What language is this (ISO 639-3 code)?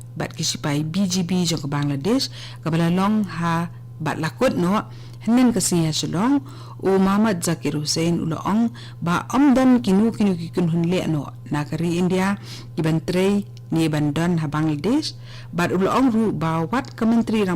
kha